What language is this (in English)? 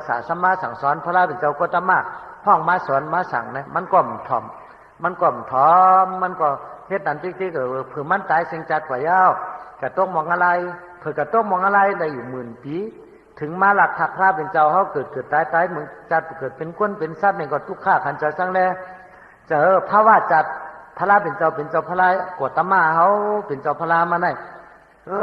Shan